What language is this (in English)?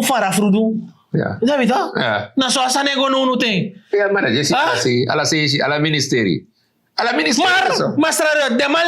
Sranan Tongo